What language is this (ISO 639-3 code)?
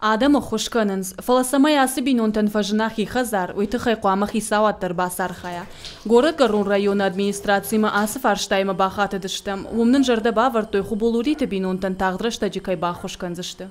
oss